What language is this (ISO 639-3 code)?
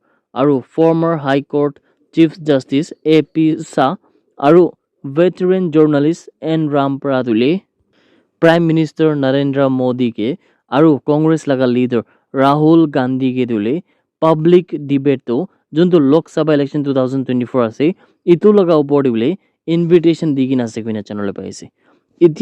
nag